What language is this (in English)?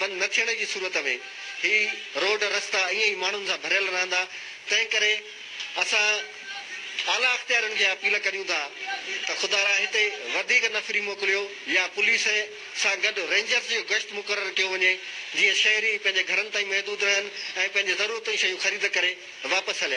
Sindhi